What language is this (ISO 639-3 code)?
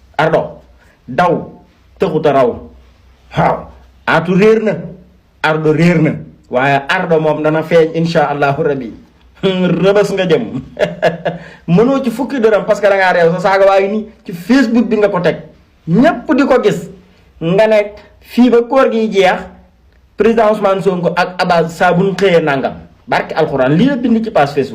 wol